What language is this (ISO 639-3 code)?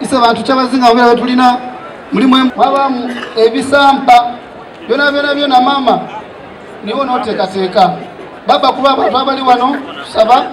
xog